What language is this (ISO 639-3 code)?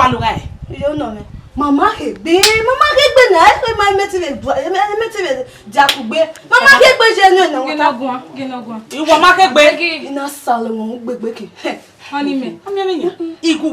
bin